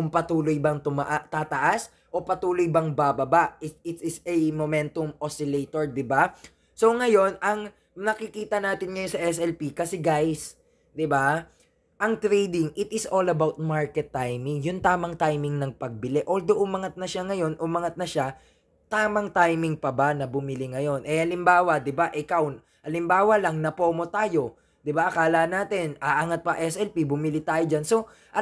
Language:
Filipino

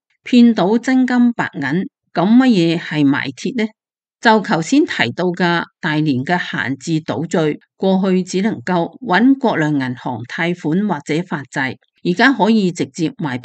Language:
Cantonese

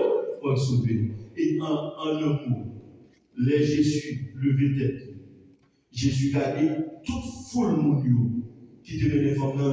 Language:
Haitian Creole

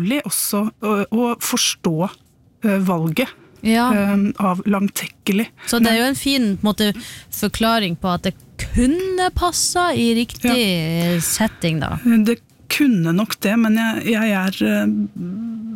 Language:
Norwegian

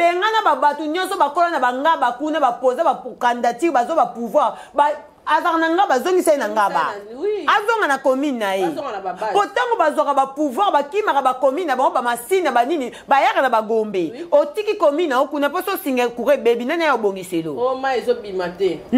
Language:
Lingala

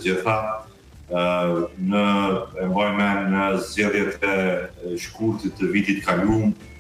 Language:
Albanian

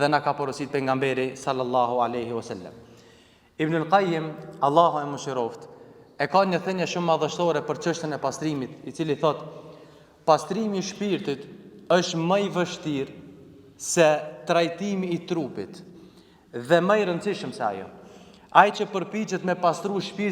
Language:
Albanian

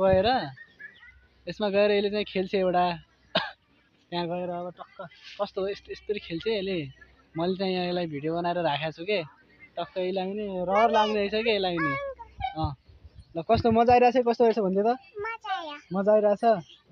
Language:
Nepali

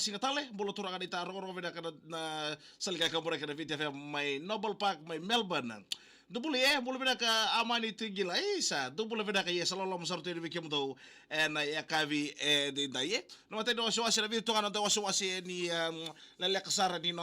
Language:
Fijian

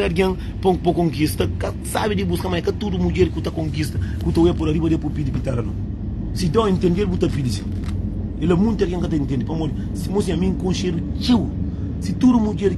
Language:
Kabuverdianu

